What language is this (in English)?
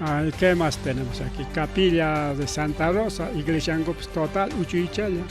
Ayacucho Quechua